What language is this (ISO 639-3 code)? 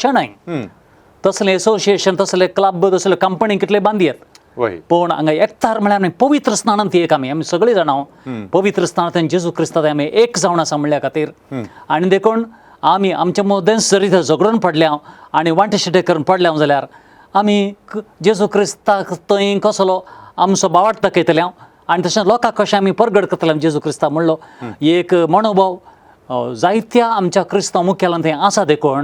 kok